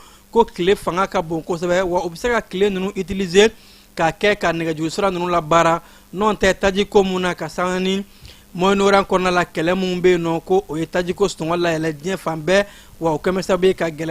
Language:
Bambara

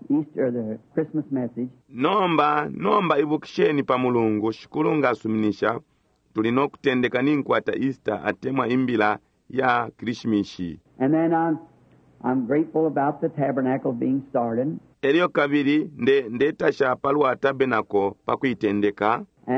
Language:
Bemba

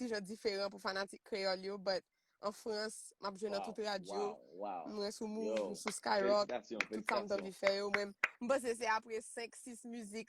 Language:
Haitian Creole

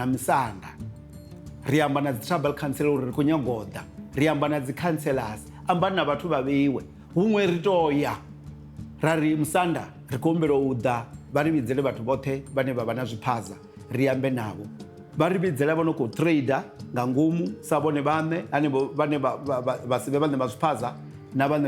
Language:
Venda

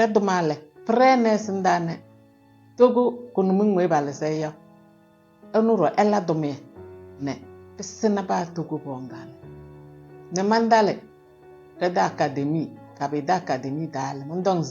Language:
Kabiyè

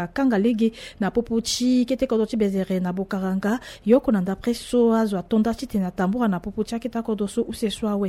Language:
Sango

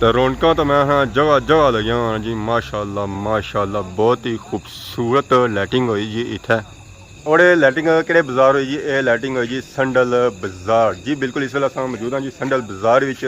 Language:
Pahari-Potwari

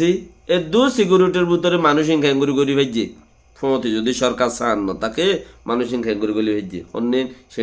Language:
Rohingya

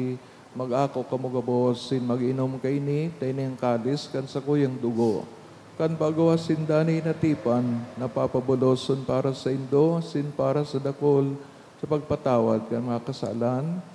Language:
Bikol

